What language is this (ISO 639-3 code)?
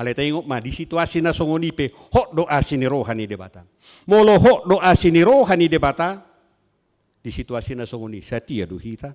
bbc